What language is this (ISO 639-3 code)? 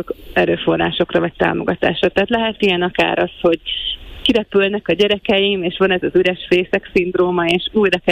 hun